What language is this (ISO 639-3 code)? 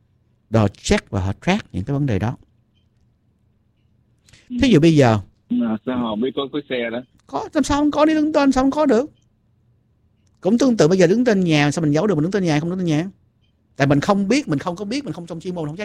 vie